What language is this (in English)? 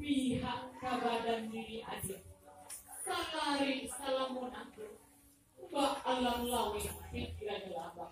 Minangkabau